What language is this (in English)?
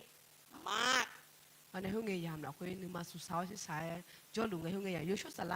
Akha